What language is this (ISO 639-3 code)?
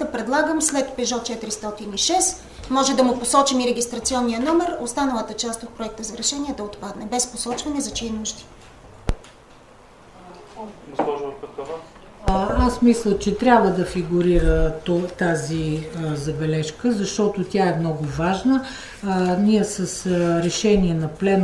bul